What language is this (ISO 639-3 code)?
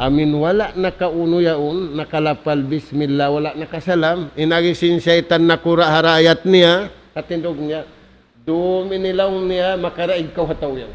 tsg